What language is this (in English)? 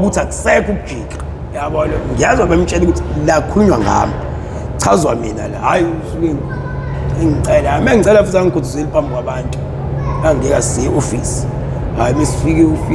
Zulu